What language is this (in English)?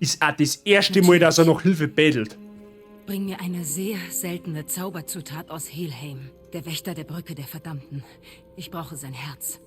Bavarian